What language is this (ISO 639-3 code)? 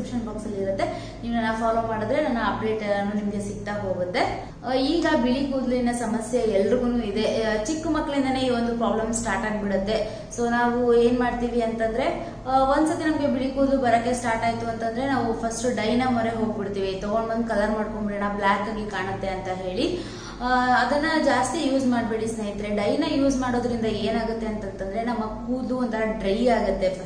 kan